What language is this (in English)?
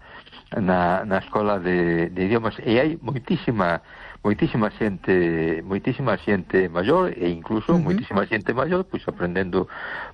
Galician